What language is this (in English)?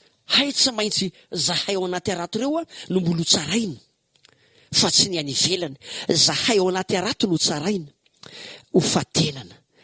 Malagasy